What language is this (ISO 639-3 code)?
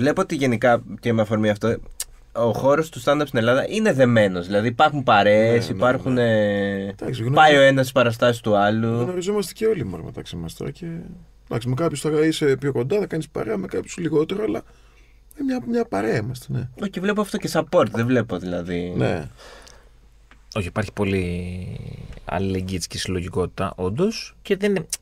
ell